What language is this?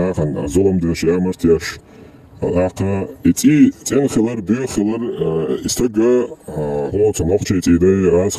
Chechen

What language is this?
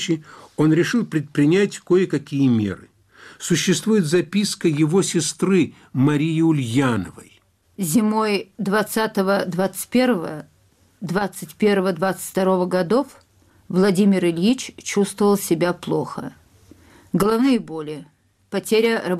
Russian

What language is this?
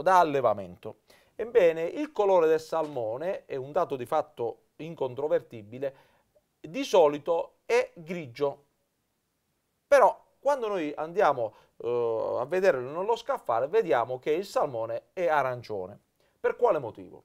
Italian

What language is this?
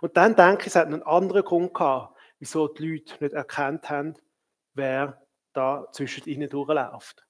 Swiss German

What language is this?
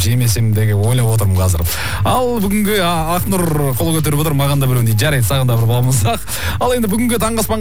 Kazakh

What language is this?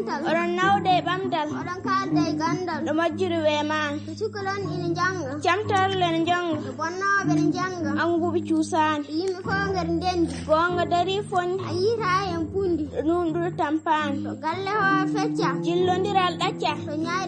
Fula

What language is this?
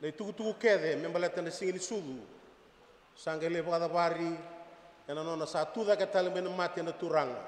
Fijian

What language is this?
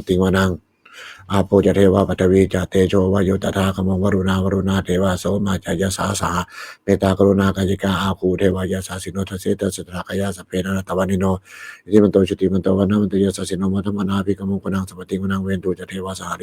Pali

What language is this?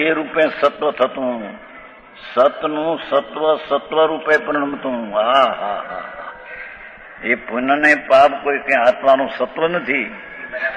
Gujarati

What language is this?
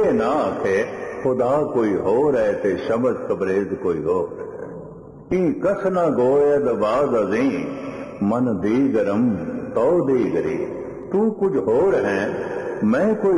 Punjabi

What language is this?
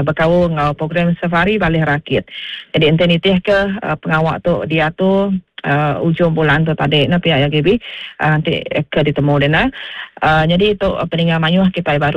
Iban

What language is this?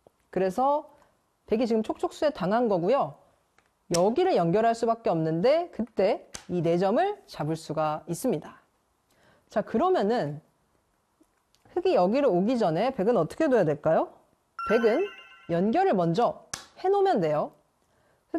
Korean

